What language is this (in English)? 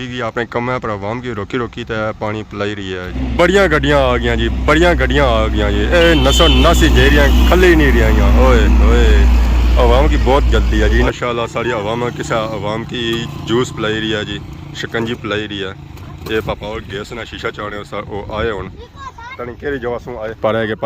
Pahari-Potwari